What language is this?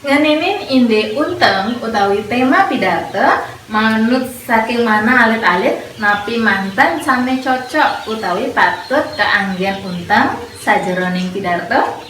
Balinese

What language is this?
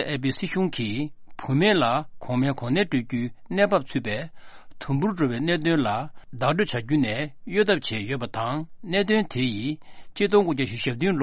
Tibetan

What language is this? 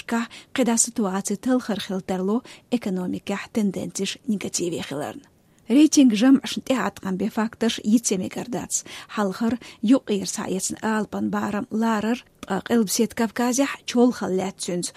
Chechen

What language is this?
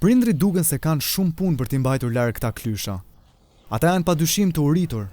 Albanian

